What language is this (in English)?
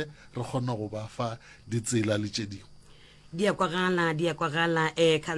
Northern Sotho